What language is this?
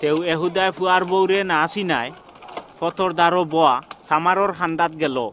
Sylheti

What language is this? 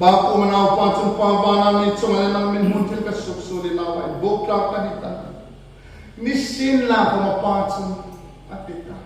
Hmar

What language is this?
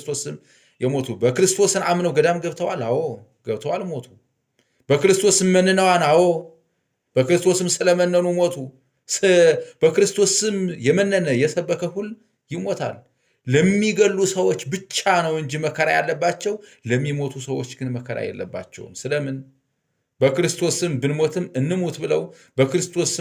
Amharic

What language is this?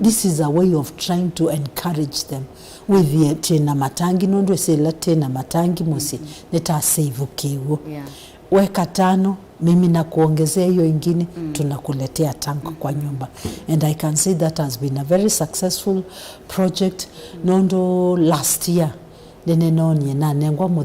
Kamba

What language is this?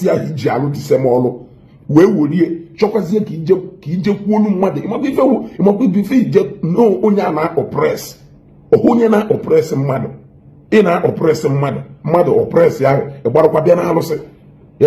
Igbo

